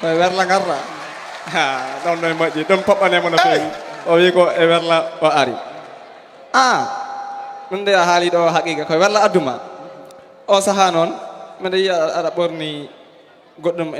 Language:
Fula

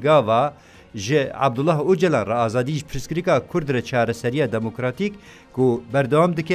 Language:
Kurdish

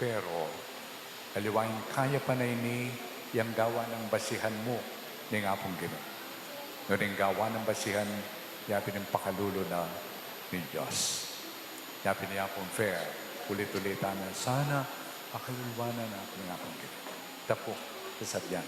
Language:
Pampanga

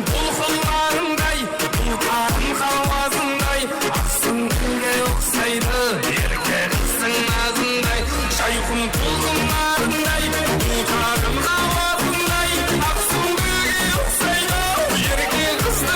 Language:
Kara-Kalpak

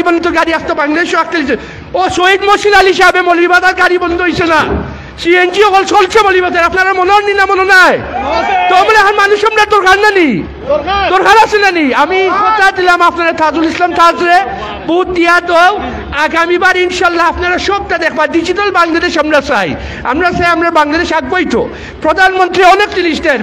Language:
Sylheti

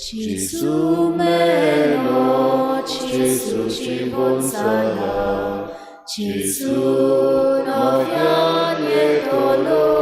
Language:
Konkani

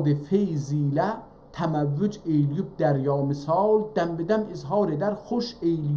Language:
South Azerbaijani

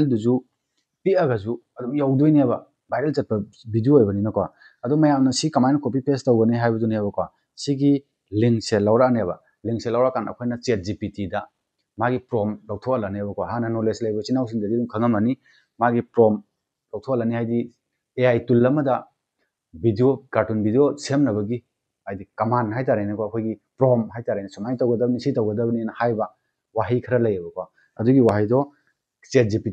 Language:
Manipuri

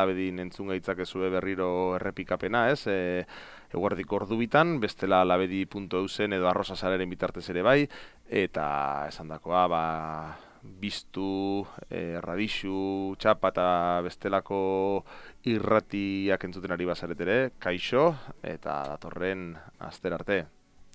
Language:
Basque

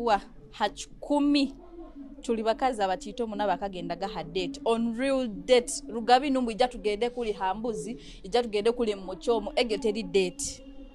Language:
Nyoro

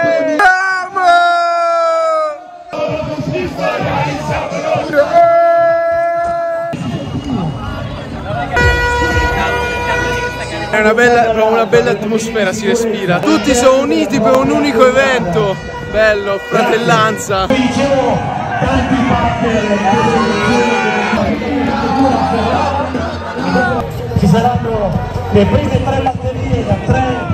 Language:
Italian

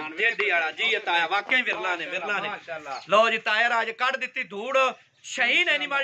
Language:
Punjabi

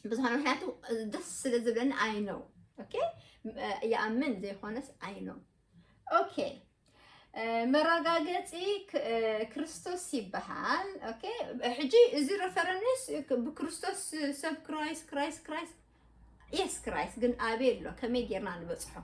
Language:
Tigrinya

